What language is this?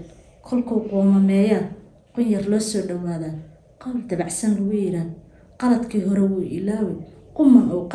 Somali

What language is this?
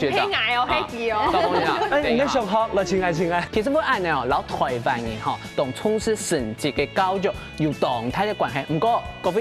Hakka Chinese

